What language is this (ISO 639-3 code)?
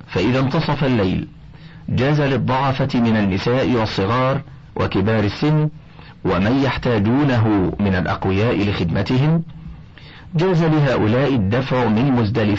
ara